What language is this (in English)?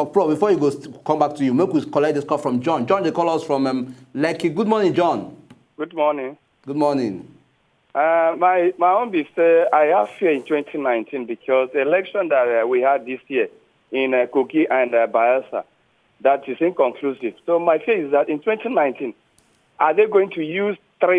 Nigerian Pidgin